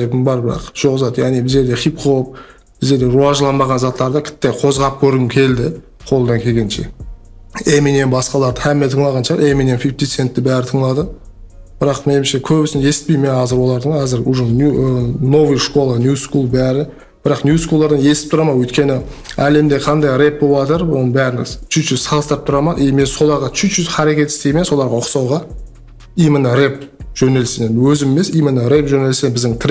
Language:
Kara-Kalpak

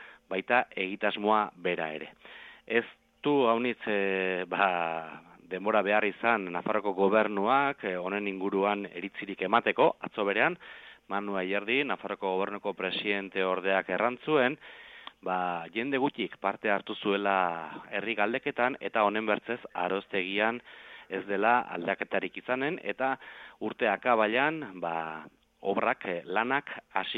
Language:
Basque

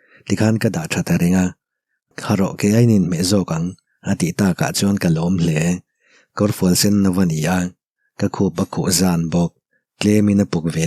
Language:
Mizo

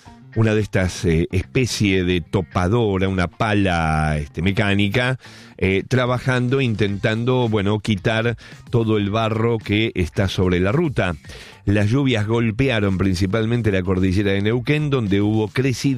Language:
Spanish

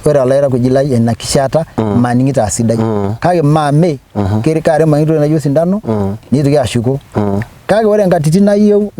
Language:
Masai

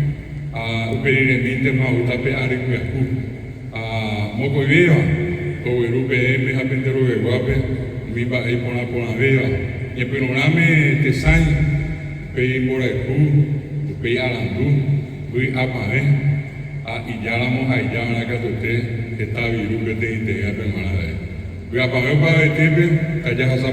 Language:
Guarani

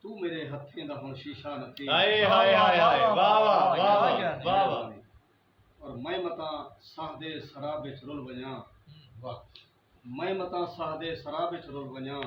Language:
Saraiki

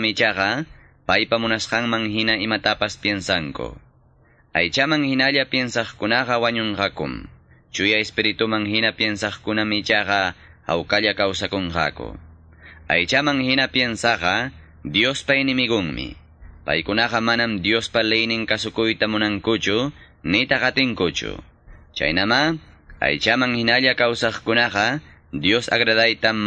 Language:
Quechua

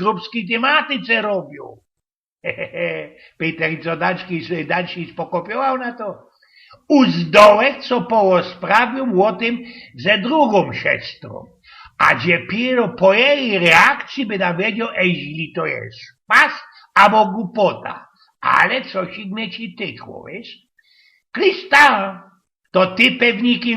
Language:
Silesian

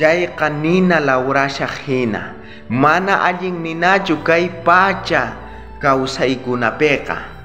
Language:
South Bolivian Quechua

